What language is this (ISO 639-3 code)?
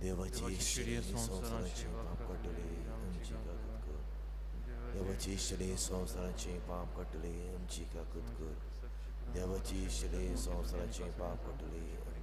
kok